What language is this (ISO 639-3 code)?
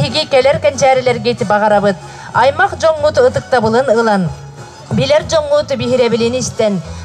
sah